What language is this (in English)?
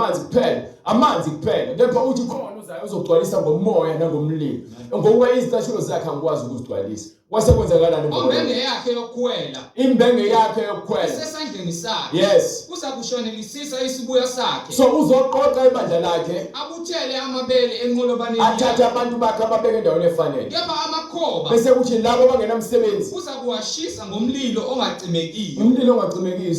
Zulu